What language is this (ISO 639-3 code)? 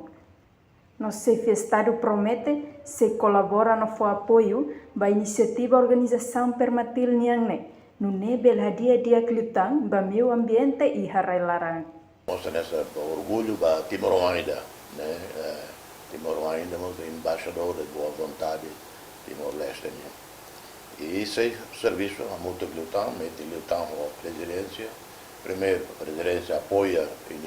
tet